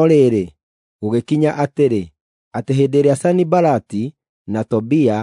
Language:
Kikuyu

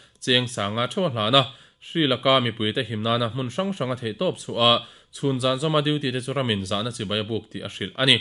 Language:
Mizo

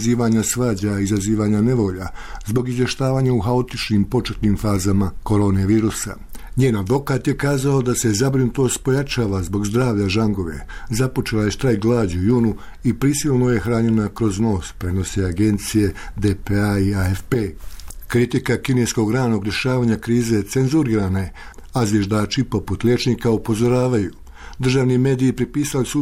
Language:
Bosnian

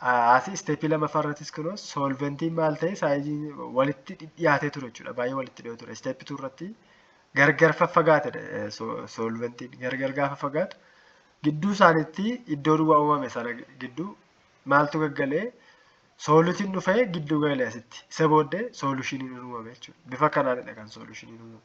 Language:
Oromo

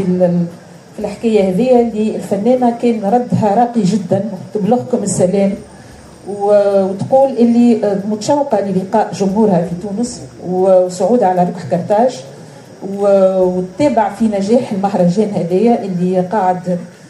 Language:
Tunisian Arabic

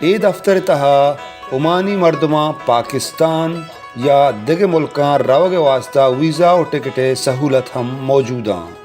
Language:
Baluchi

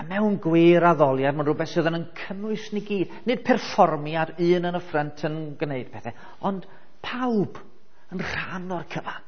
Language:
Welsh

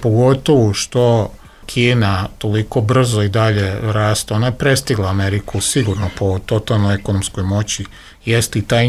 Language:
Serbian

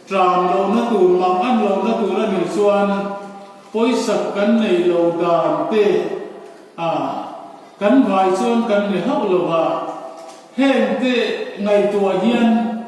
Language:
Mizo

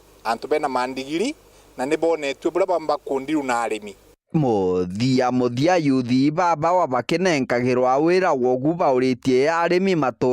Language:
Meru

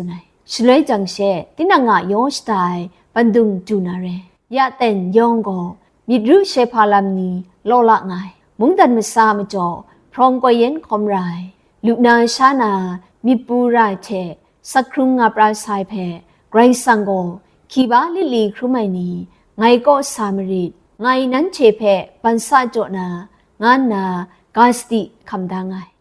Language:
Kachin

